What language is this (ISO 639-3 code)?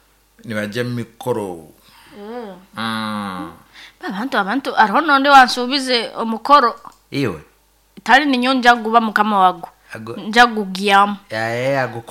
nyo